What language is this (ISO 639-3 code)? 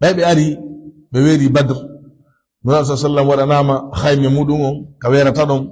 ful